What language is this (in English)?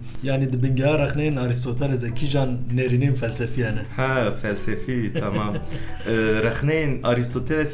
Kurdish